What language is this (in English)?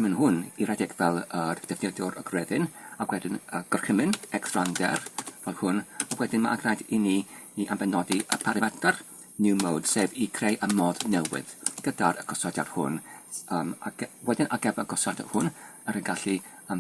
Welsh